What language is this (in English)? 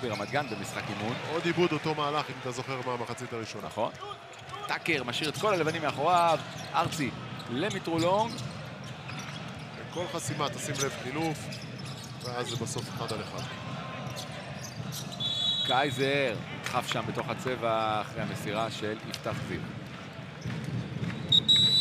Hebrew